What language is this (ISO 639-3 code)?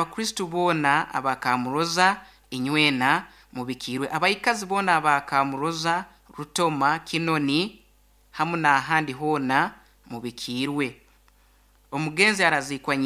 nyn